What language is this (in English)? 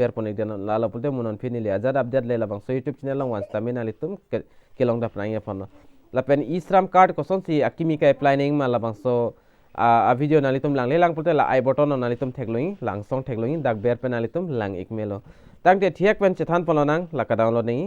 Karbi